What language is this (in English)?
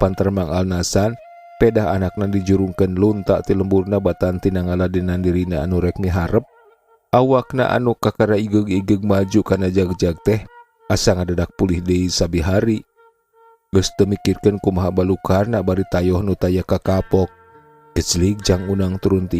Sundanese